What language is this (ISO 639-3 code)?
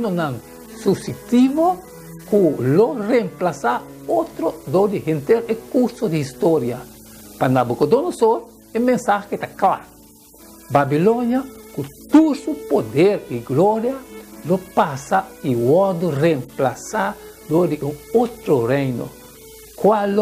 pap